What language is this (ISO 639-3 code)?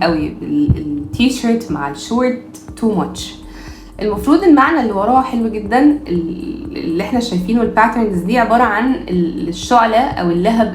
arz